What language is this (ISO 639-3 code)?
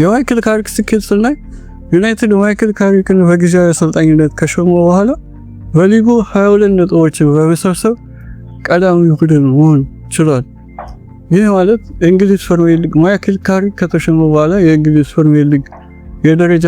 amh